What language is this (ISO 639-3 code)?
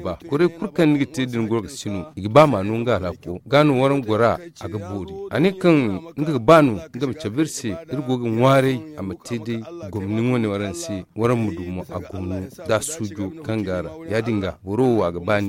dje